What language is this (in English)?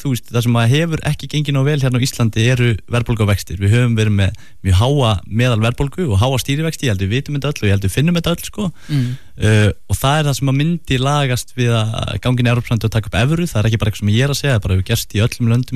Icelandic